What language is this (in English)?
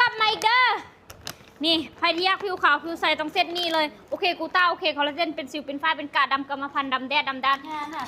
Lao